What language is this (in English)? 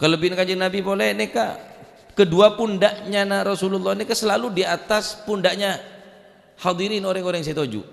Madurese